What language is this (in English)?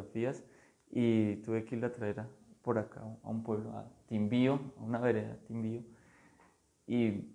Spanish